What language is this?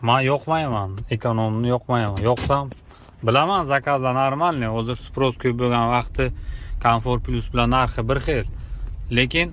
Uzbek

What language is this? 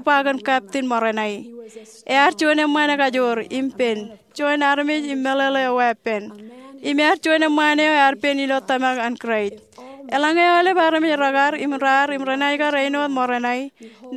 Marshallese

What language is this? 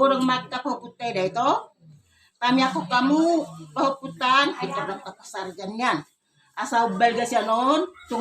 Batak Toba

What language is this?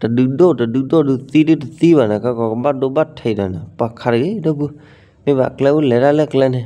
S'gaw Karen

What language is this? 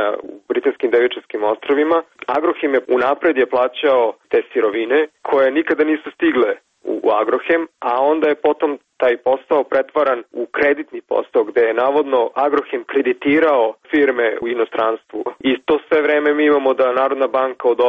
Serbian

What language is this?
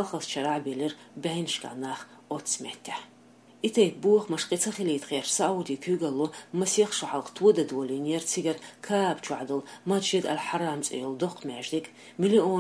Chechen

